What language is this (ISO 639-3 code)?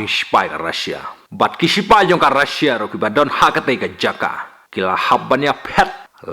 kha